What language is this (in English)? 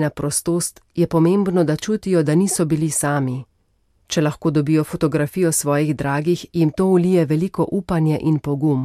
Slovenian